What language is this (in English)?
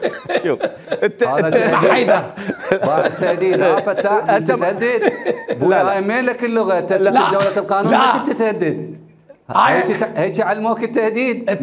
Mesopotamian Arabic